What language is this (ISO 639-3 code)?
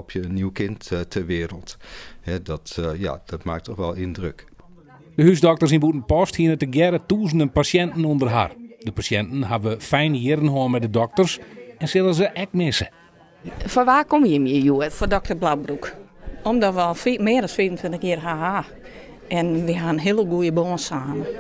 fry